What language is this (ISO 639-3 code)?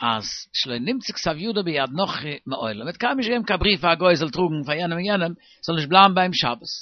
yid